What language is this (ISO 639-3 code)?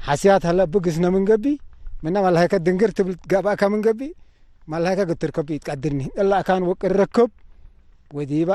tig